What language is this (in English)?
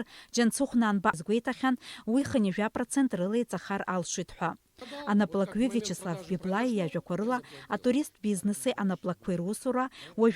Abkhazian